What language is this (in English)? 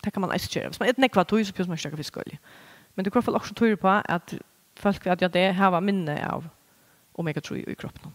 Faroese